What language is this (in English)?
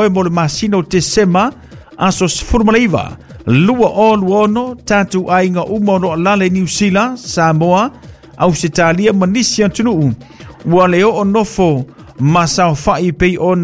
Samoan